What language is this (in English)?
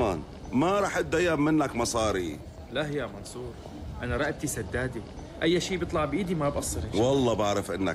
North Levantine Arabic